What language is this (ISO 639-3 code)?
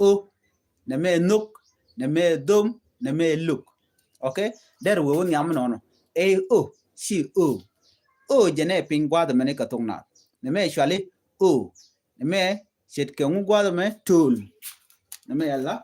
nus